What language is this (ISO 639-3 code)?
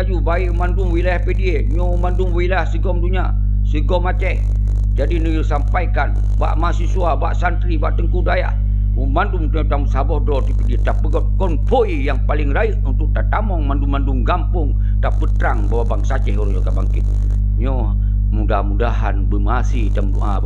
ace